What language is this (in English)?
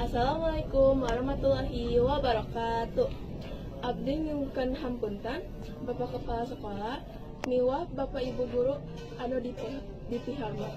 Sundanese